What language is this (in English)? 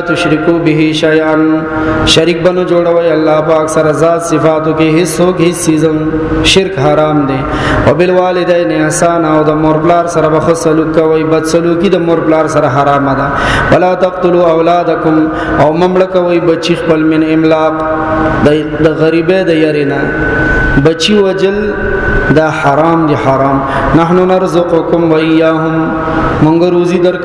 Pashto